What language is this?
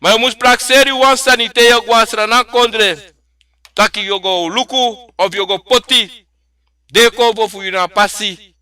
Sranan Tongo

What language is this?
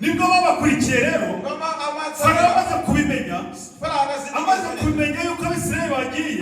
Kinyarwanda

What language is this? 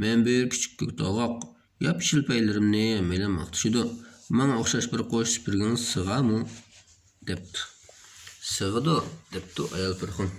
Uyghur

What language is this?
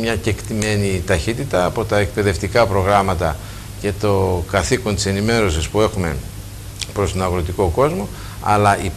Greek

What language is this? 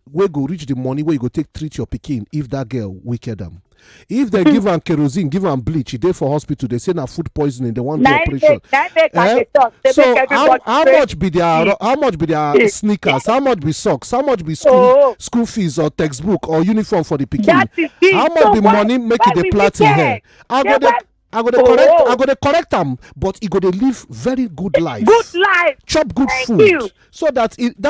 Nigerian Pidgin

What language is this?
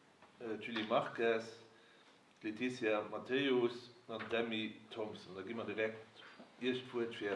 Luxembourgish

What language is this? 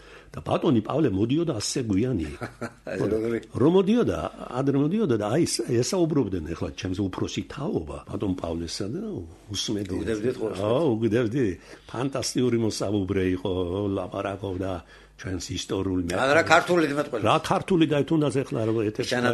Georgian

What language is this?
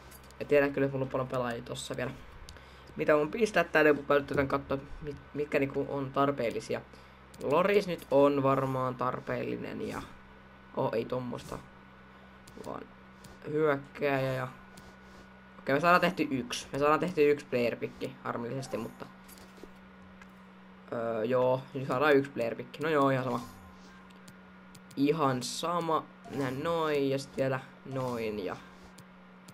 Finnish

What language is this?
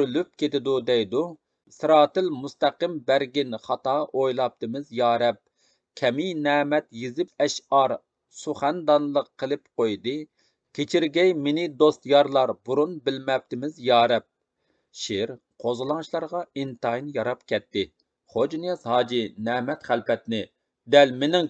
Uyghur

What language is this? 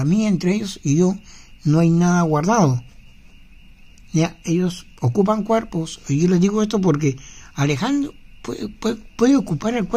Spanish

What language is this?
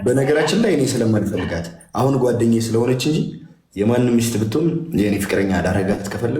Amharic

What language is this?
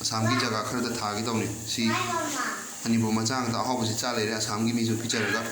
Manipuri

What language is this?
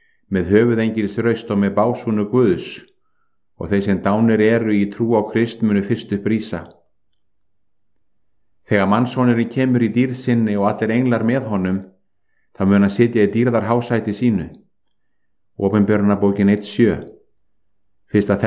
Icelandic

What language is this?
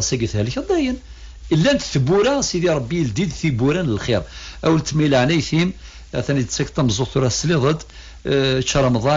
Kabyle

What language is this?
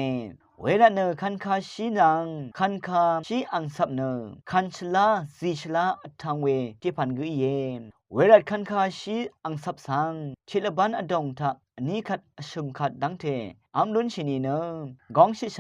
Rawang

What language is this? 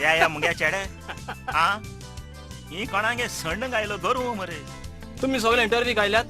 Konkani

